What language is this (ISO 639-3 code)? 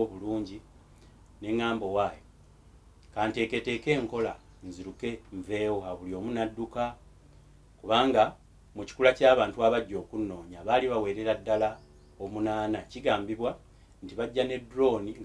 lug